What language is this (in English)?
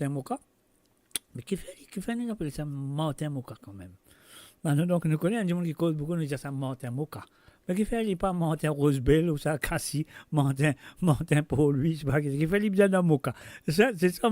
Morisyen